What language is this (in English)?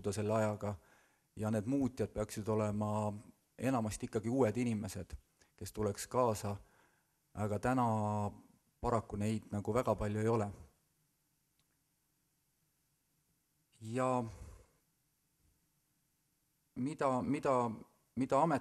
Estonian